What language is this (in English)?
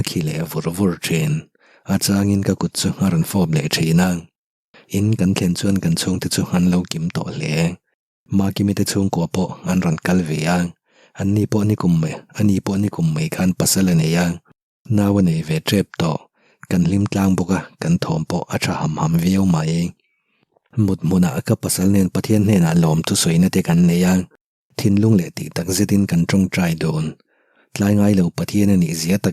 Mizo